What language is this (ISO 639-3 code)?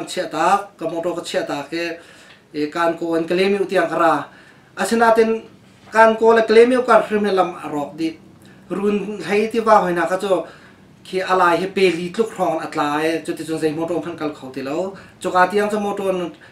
cnh